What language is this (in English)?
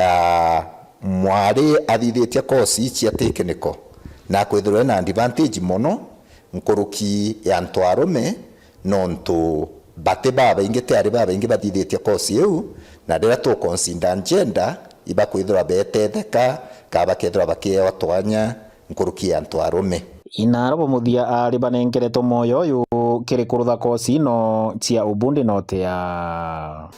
Meru